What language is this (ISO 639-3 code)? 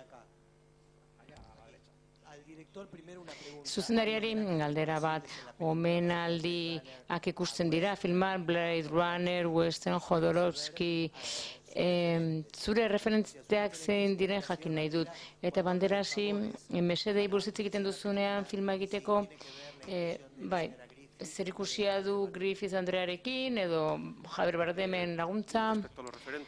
eus